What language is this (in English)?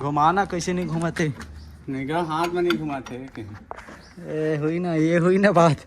Chhattisgarhi